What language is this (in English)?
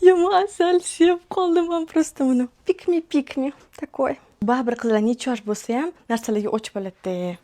Uzbek